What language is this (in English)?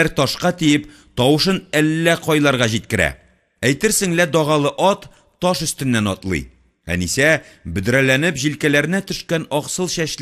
Tatar